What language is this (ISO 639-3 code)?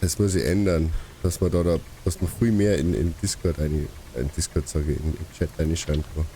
bar